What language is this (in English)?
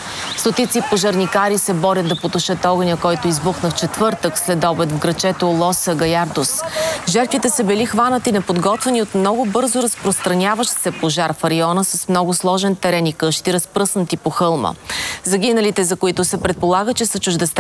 Bulgarian